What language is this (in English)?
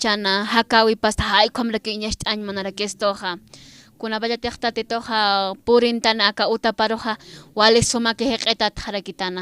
Aymara